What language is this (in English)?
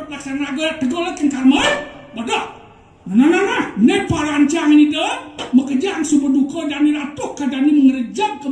Balinese